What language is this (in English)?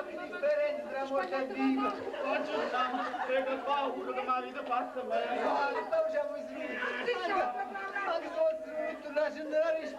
Neapolitan